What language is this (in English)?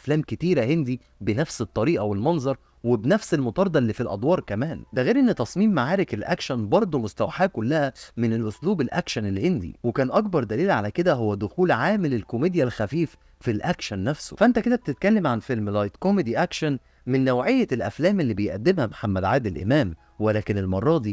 Egyptian Arabic